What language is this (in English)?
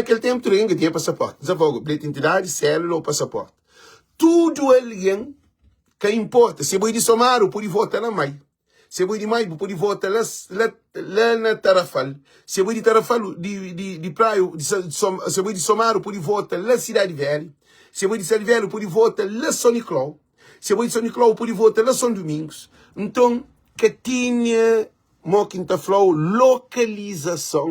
Kabuverdianu